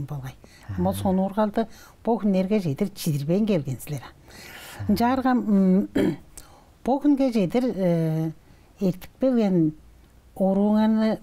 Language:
Tuvinian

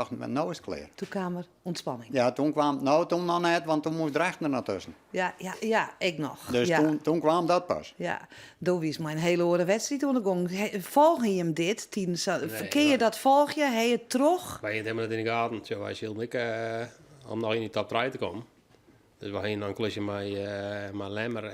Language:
Western Frisian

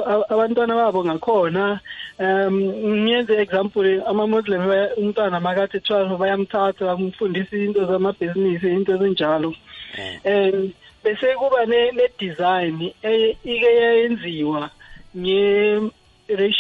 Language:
South Ndebele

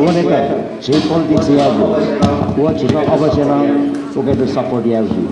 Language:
Newari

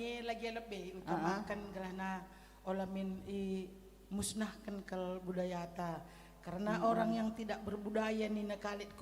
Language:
Batak Karo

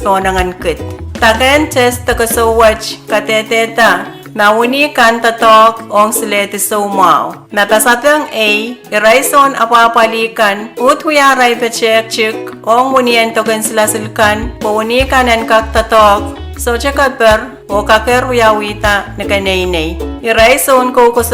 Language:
Pohnpeian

